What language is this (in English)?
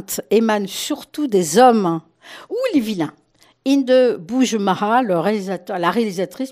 French